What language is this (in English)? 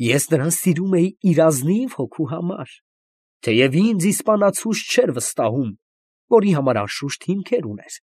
Armenian